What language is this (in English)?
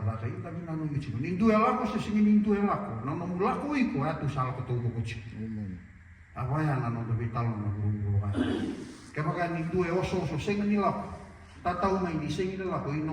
Fijian